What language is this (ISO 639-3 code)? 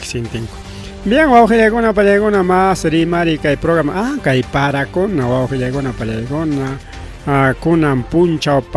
quy